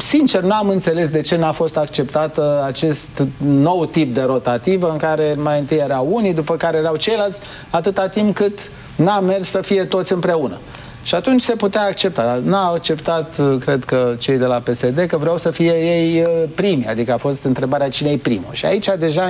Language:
Romanian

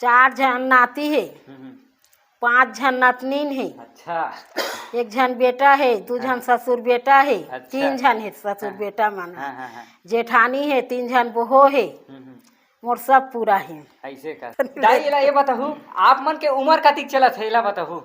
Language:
Chhattisgarhi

